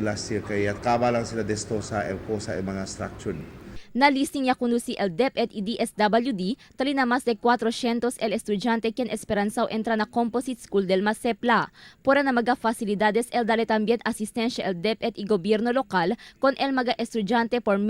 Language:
Chavacano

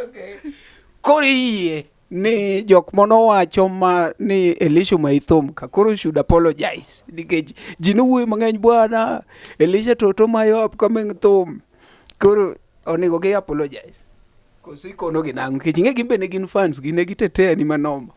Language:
Luo (Kenya and Tanzania)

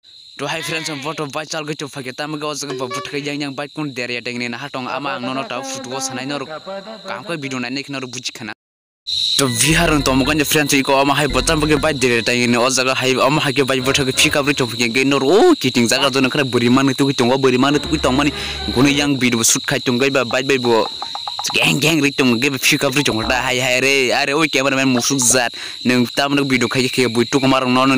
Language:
Kok Borok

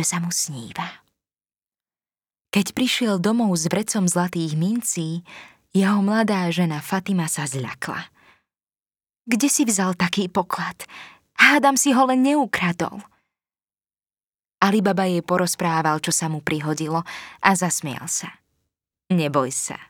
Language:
Slovak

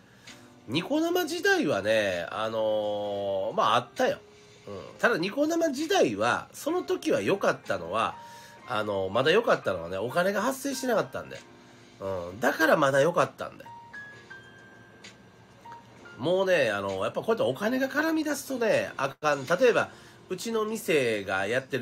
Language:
Japanese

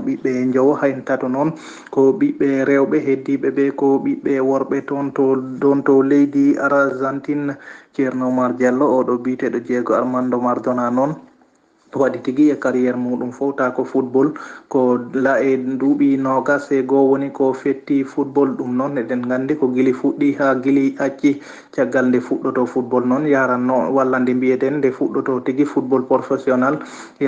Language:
Fula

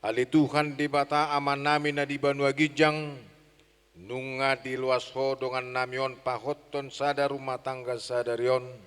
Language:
Batak Toba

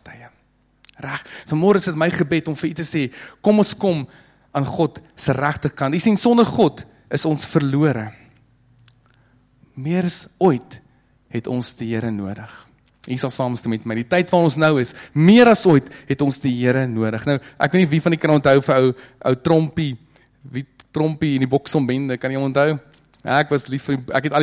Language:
Afrikaans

